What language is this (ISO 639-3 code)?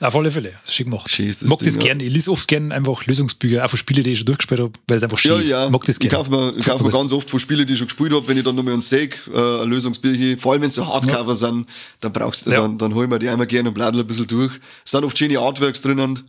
bar